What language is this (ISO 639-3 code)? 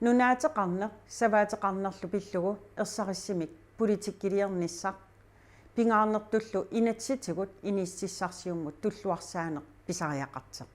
kal